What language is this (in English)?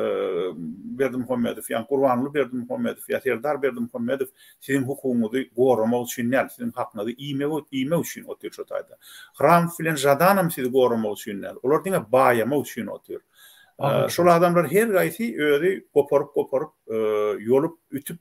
Turkmen